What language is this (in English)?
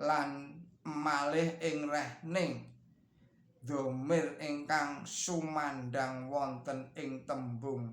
Javanese